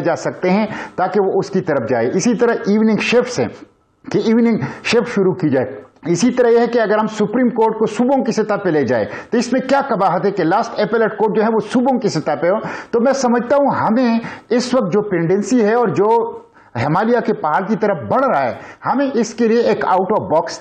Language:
Urdu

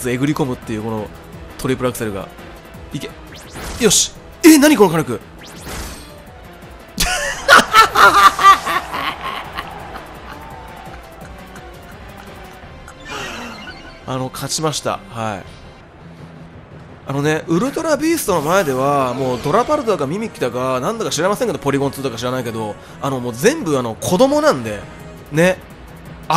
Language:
Japanese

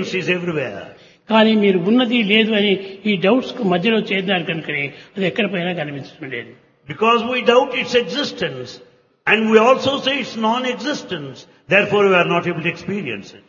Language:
Telugu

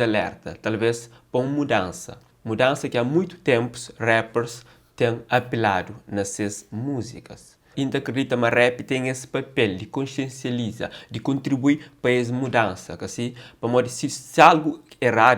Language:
Kabuverdianu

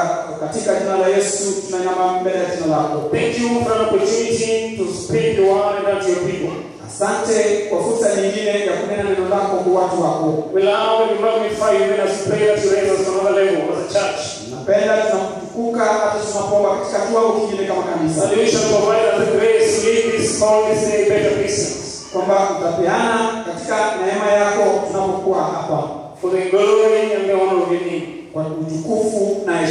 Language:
Swahili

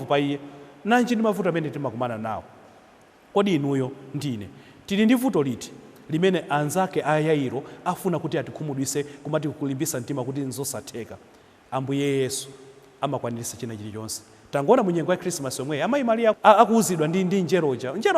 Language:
Nyanja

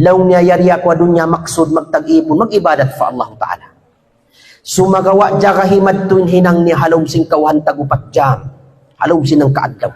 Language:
Tausug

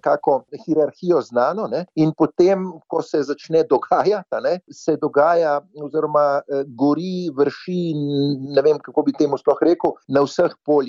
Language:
Slovenian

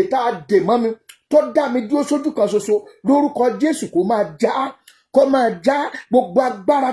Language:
Yoruba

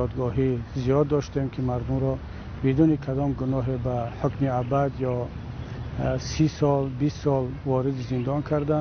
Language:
Tajik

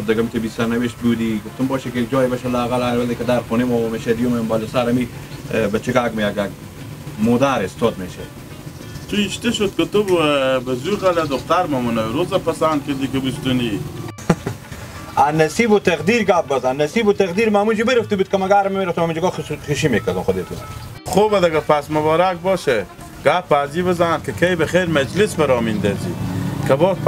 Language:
Hazaragi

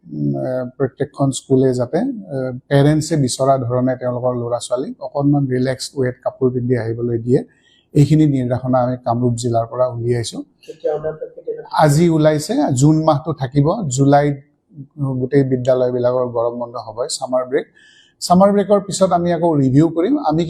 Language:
Assamese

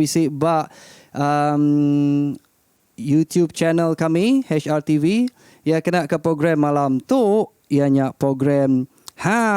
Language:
Iban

